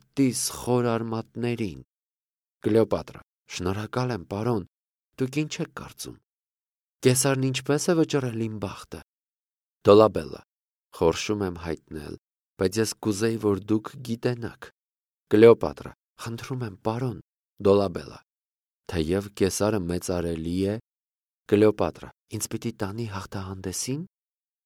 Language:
Armenian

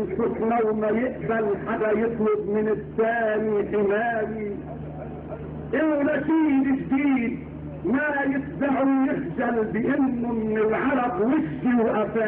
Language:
North Levantine Arabic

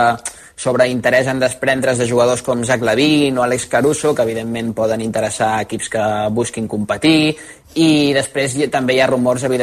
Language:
Catalan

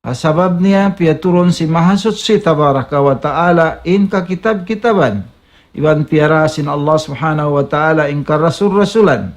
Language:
Tausug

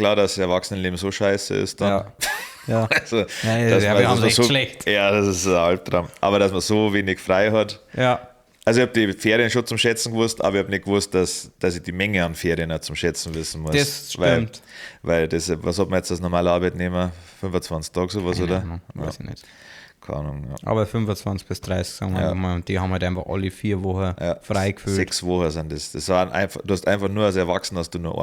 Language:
Bavarian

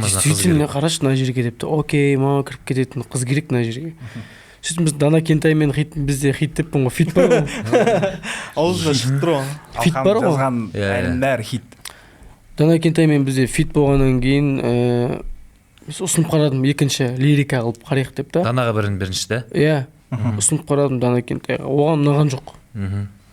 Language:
Kazakh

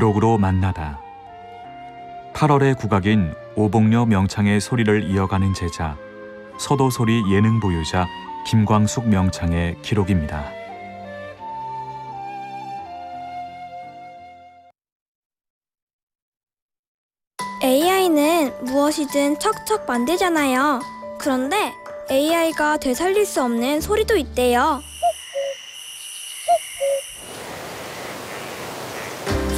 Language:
Korean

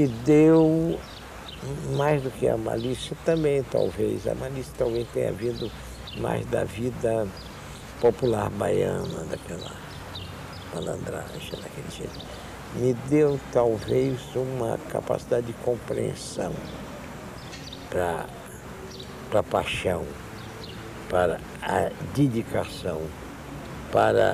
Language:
Portuguese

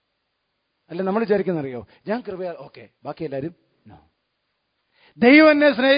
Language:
Malayalam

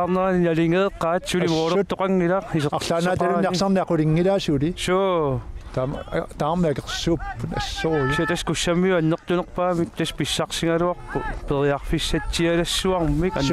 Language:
Kalaallisut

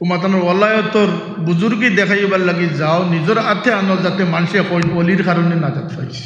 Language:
Sylheti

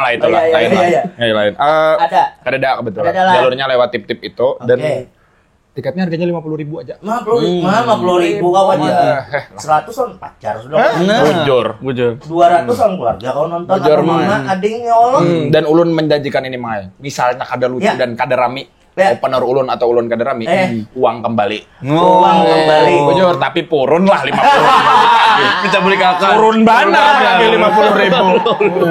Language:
Banjar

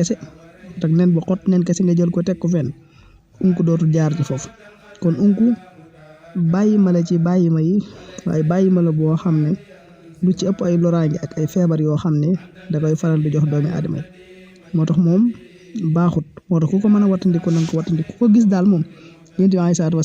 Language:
Wolof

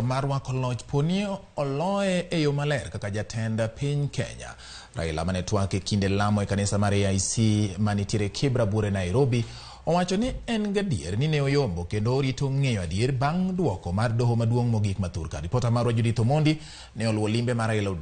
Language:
Luo (Kenya and Tanzania)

